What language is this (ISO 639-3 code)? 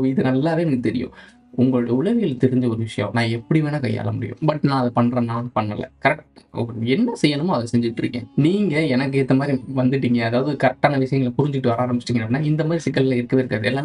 tam